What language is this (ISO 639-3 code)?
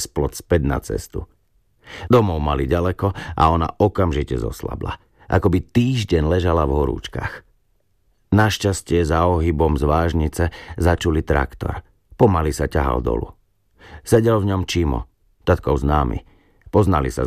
slk